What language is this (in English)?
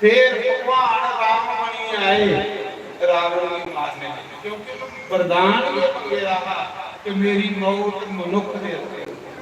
Dogri